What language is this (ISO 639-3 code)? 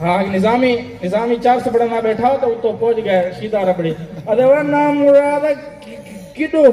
skr